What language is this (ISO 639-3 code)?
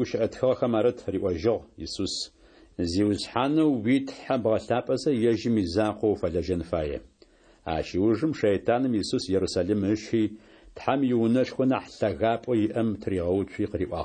ady